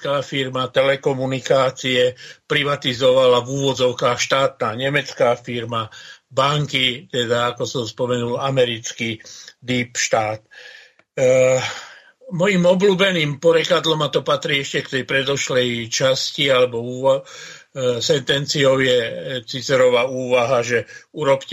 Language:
Slovak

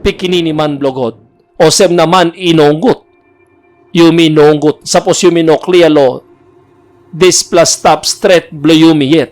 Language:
Tok Pisin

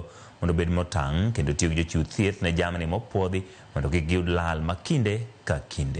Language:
Luo (Kenya and Tanzania)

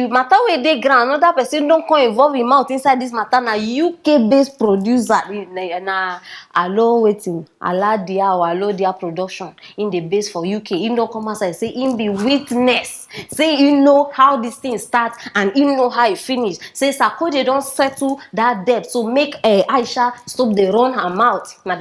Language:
Nigerian Pidgin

